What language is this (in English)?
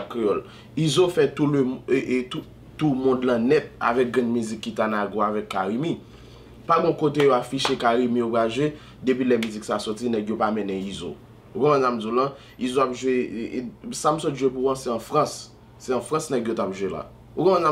Haitian Creole